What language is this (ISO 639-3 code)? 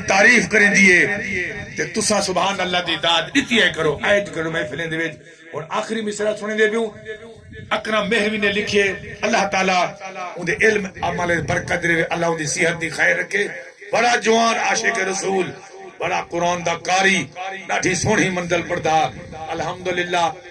skr